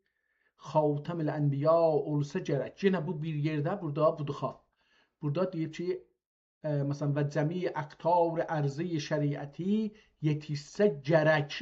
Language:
South Azerbaijani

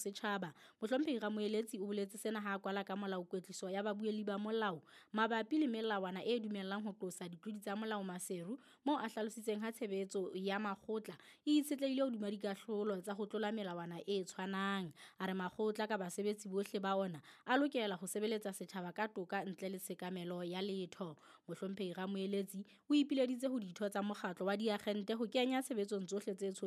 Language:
Southern Sotho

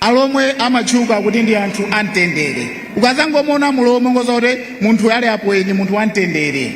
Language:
Nyanja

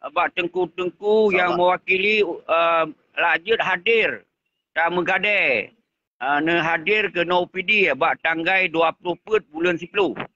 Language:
Achinese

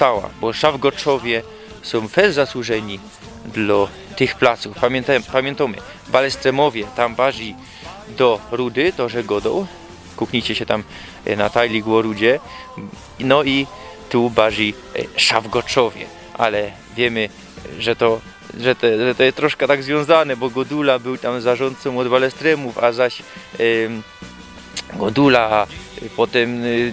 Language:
Silesian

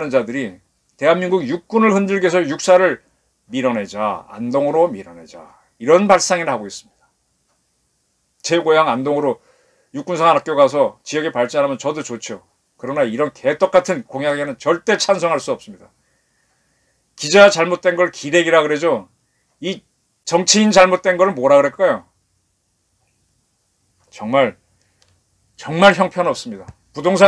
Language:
Korean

